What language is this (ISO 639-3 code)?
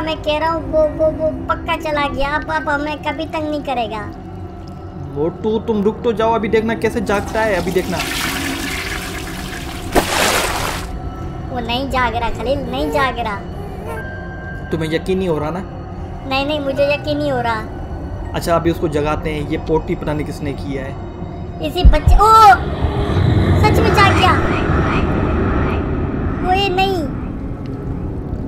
hin